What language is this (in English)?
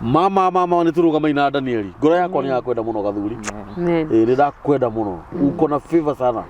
Kikuyu